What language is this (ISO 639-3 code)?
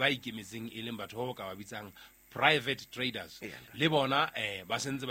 sot